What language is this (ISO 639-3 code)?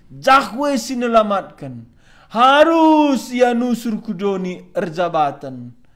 btx